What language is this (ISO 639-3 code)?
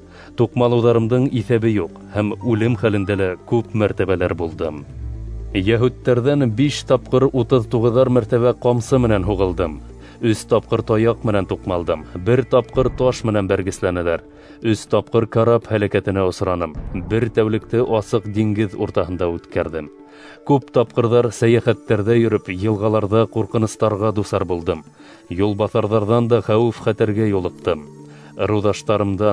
bak